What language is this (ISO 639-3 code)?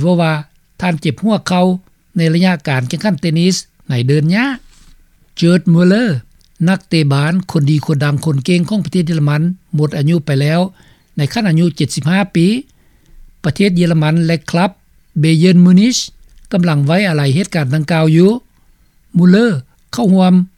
lao